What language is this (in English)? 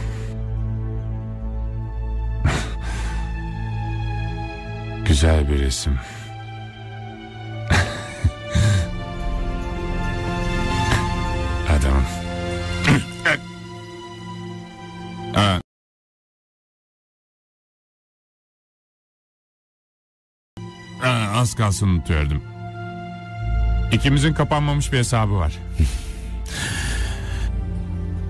Turkish